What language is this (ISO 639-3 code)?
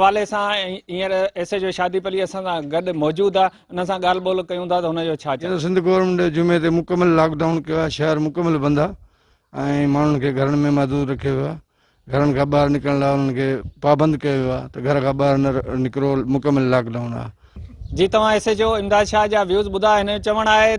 snd